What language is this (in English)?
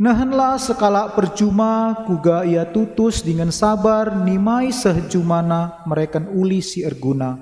Batak Karo